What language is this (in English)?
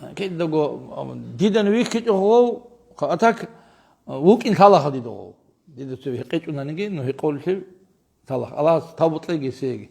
Avaric